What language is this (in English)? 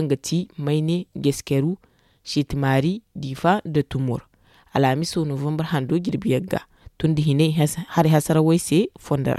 Zarma